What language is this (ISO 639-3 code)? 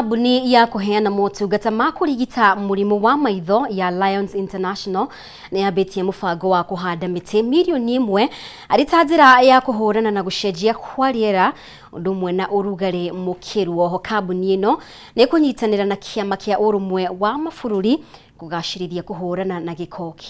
kik